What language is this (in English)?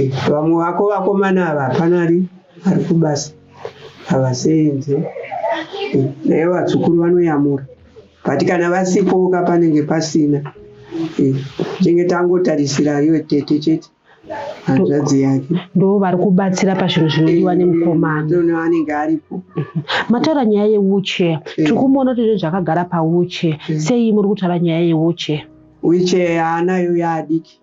Shona